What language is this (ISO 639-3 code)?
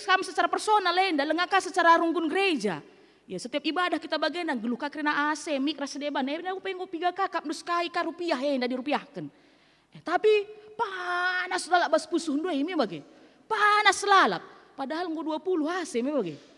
btx